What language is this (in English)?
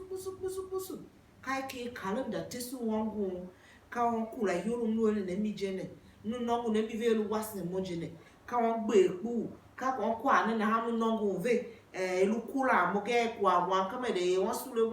Tiv